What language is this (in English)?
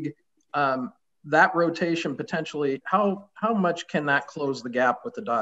English